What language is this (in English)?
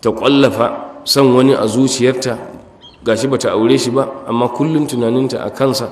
Hausa